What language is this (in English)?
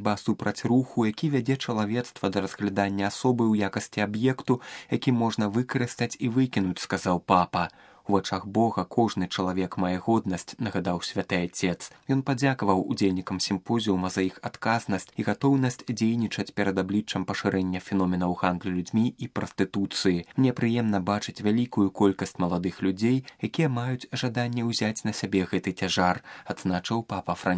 Belarusian